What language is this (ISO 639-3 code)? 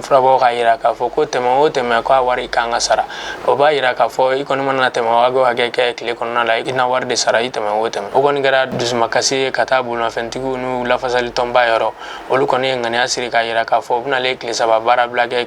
bam